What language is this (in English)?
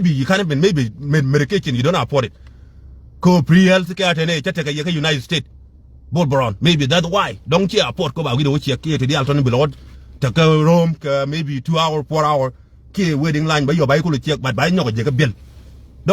Nuer